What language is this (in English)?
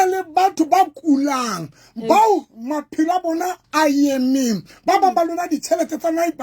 Southern Sotho